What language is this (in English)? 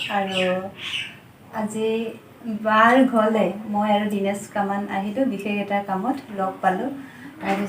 Assamese